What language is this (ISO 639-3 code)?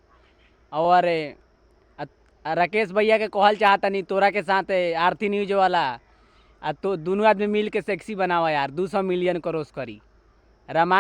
bho